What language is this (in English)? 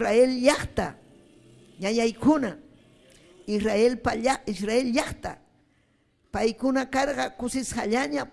Ayacucho Quechua